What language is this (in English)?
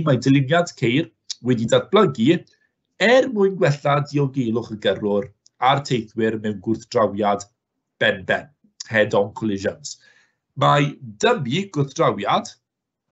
Welsh